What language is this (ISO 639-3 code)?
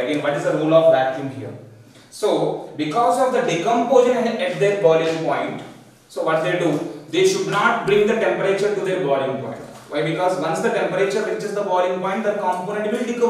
eng